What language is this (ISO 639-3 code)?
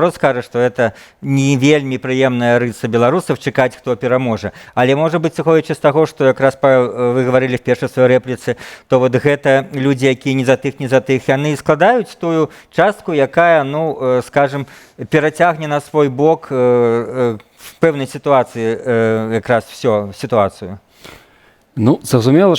bel